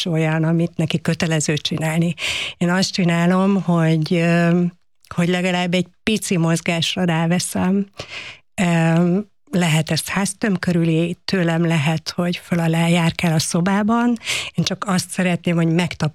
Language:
Hungarian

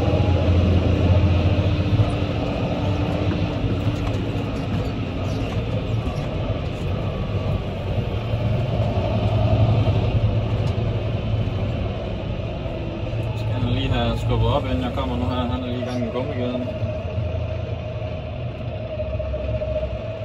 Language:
Danish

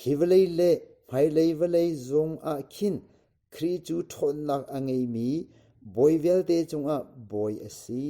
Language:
Hakha Chin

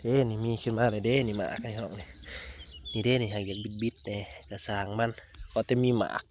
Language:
Northeastern Thai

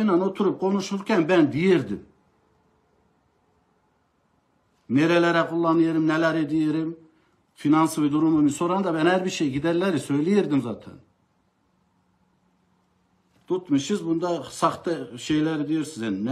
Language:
Turkish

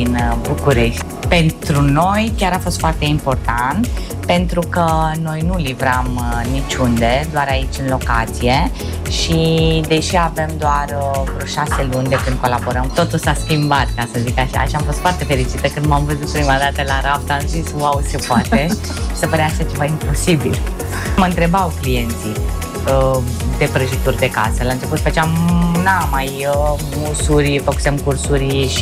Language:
Romanian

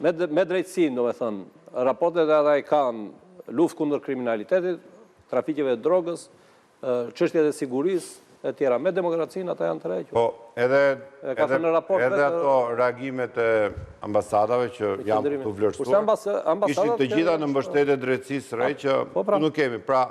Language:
Albanian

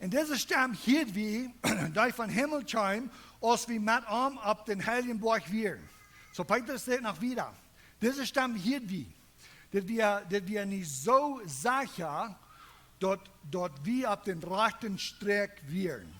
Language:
Plautdietsch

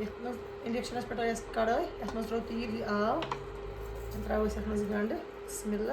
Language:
Kashmiri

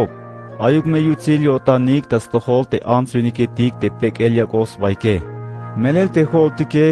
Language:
Tzeltal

